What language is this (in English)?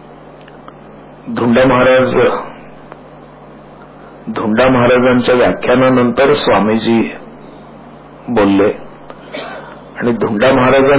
Marathi